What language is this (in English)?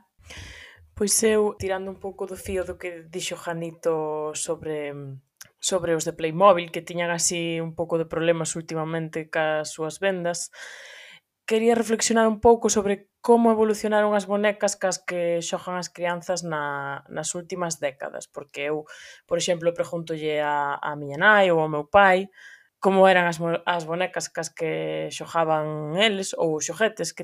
Galician